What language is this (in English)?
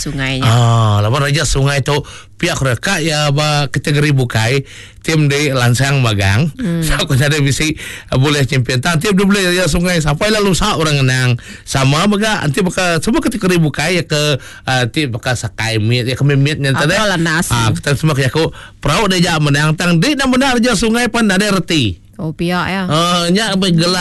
Iban